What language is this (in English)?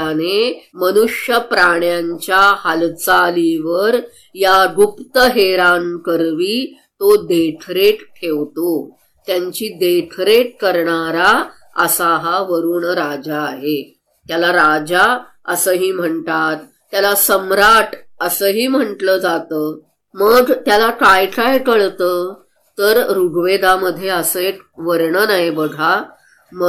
Marathi